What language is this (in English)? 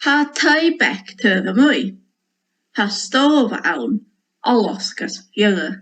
Scottish Gaelic